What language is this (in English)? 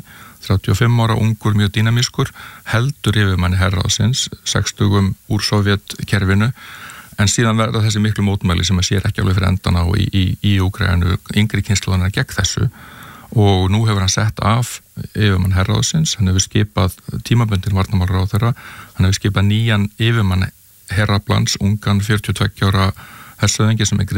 Icelandic